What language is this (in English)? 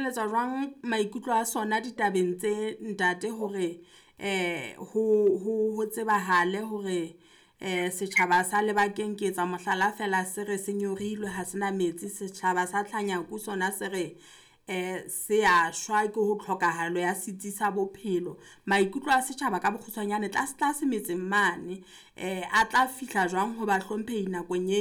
Southern Sotho